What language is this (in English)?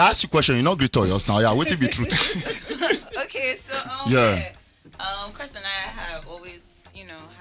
Nigerian Pidgin